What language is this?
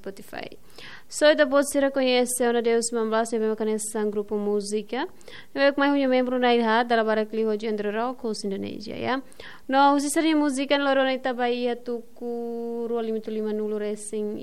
Tetum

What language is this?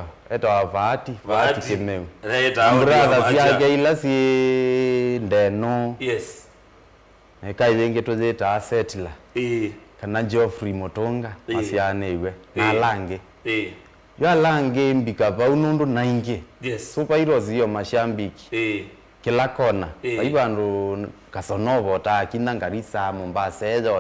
Kamba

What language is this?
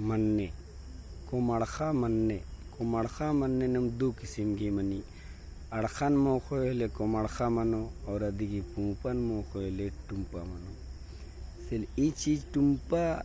Kurukh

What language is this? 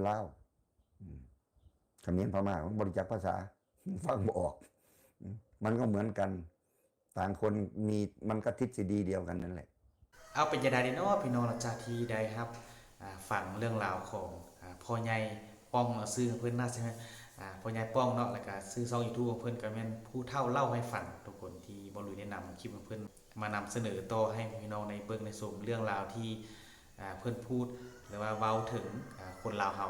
Northeastern Thai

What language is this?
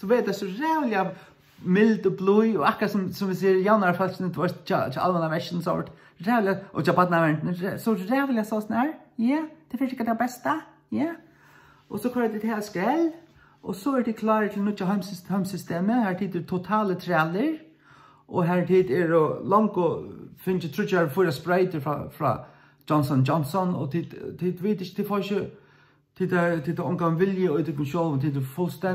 Faroese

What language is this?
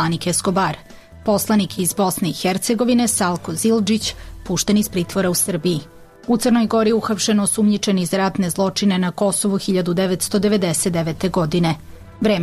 Serbian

